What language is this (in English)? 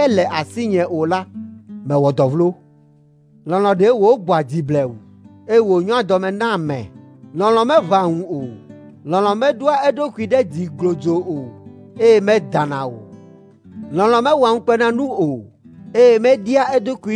Ewe